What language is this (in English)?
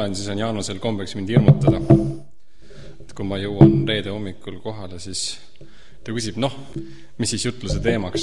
Estonian